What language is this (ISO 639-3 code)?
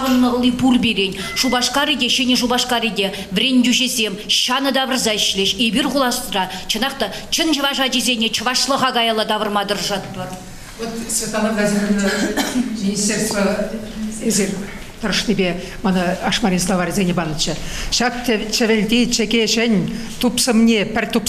chv